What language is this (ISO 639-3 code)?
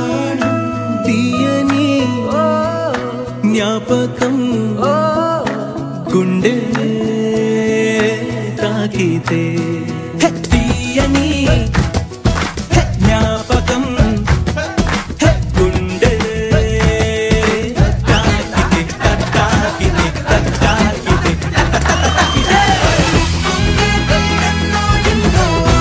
tel